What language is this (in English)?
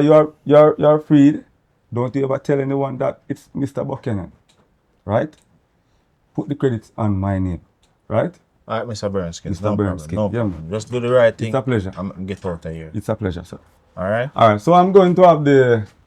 Jamaican Creole English